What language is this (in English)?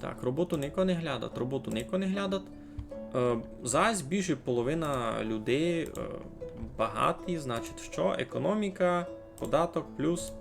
Rusyn